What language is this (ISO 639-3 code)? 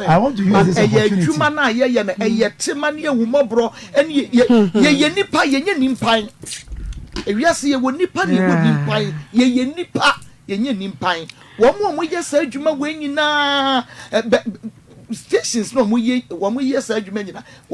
aka